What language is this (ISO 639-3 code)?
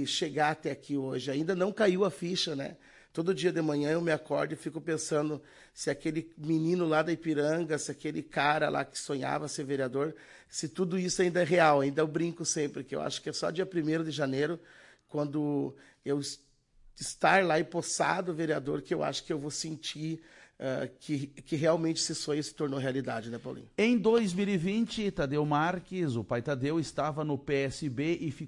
por